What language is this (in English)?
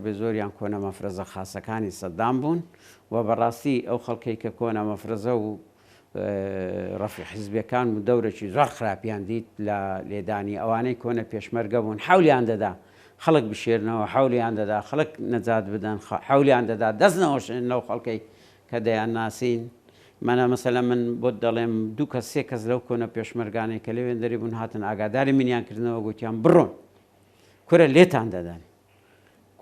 Central Kurdish